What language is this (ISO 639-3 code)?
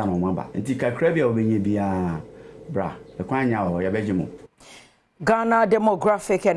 aka